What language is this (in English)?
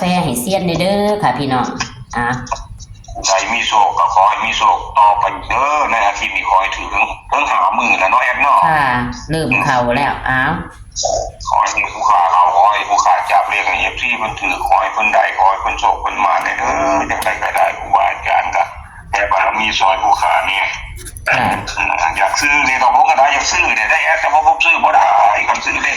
Northeastern Thai